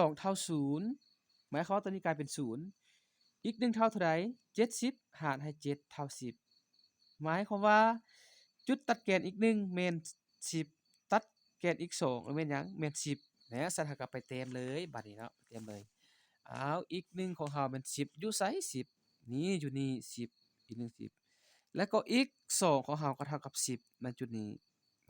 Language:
Lao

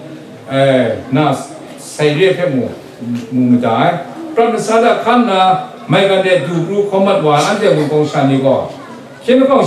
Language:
Kachin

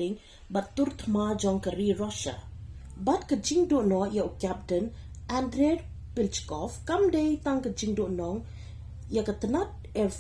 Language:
Khasi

